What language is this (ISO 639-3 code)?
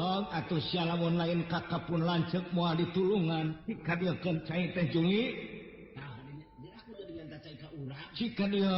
sun